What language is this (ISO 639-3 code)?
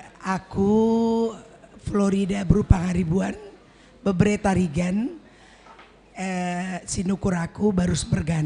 btx